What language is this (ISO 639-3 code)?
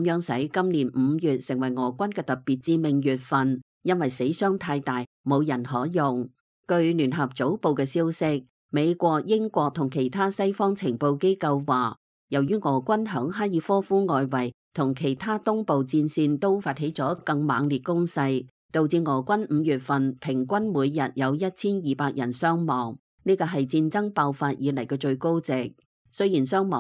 yue